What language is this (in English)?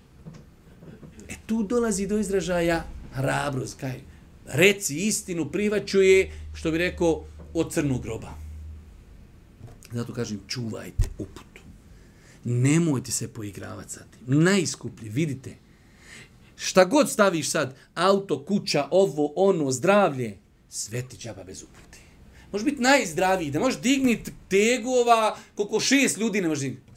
Bosnian